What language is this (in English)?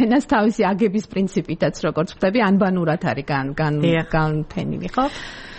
Georgian